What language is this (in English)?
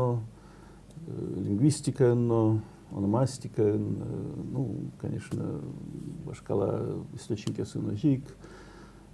Udmurt